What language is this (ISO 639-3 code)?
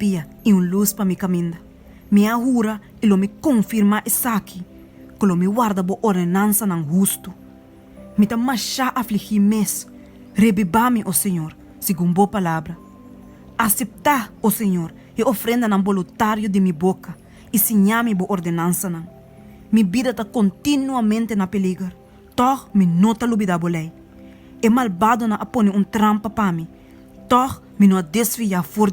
pap